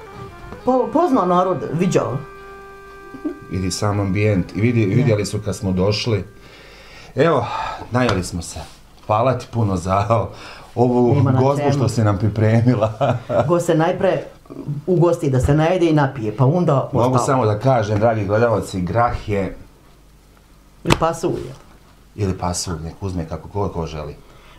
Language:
Bosnian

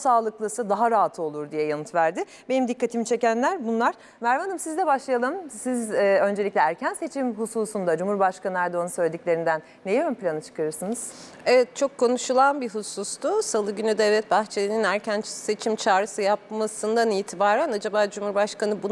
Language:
Turkish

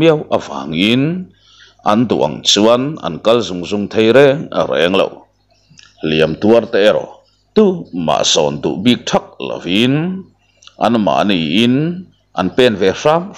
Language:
Mizo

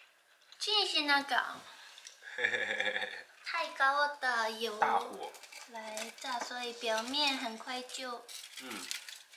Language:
Chinese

